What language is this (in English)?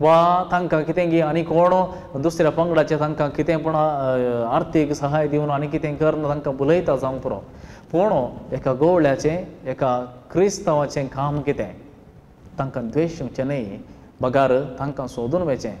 Konkani